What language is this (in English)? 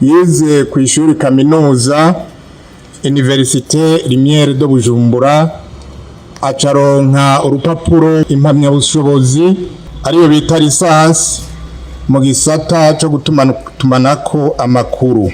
Rundi